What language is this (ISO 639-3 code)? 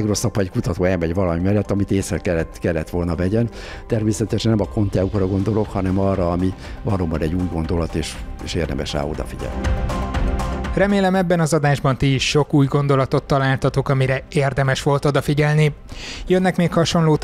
hun